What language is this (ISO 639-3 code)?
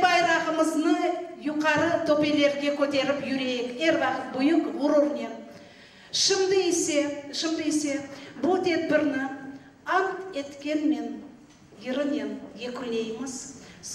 crh